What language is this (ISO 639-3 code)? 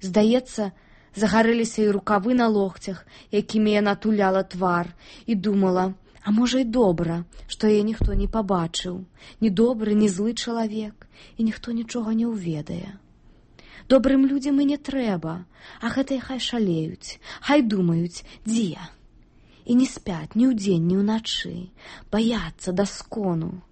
bel